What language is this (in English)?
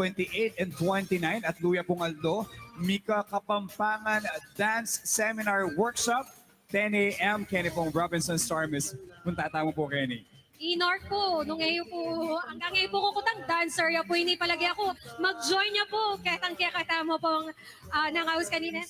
Pampanga